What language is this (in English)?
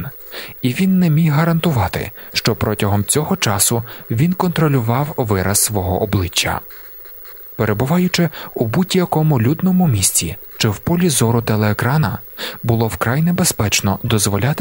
Ukrainian